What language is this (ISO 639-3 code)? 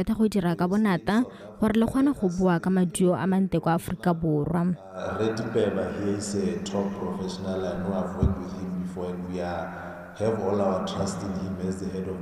tsn